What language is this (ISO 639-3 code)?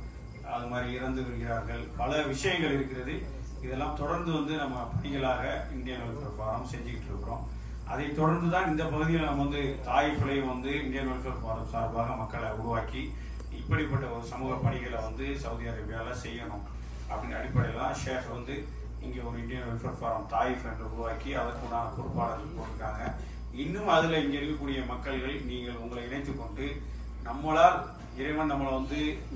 tam